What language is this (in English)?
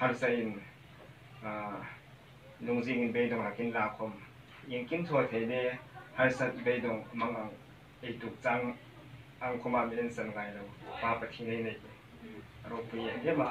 Hmar